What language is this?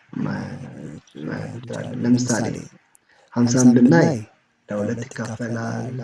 Amharic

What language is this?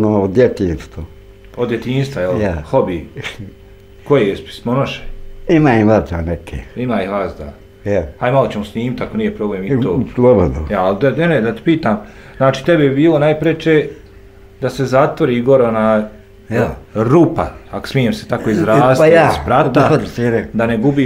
Bosnian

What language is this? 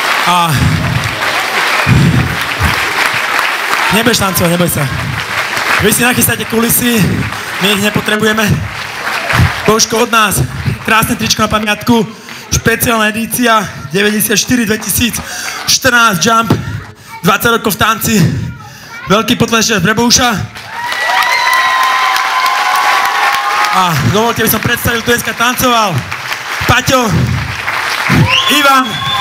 Slovak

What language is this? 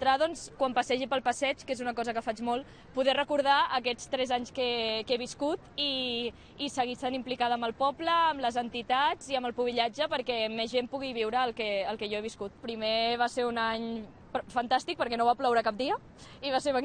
Catalan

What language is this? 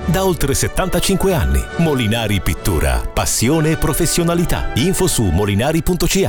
Italian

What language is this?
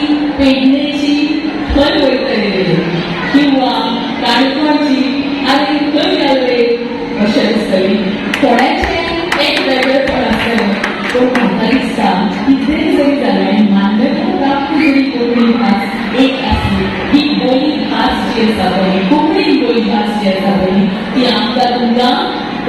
Konkani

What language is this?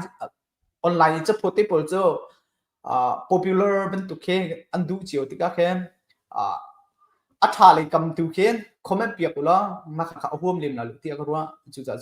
Hakha Chin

